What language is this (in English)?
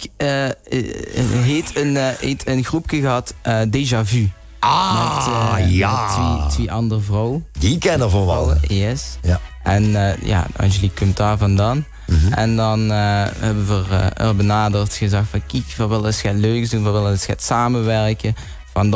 Limburgish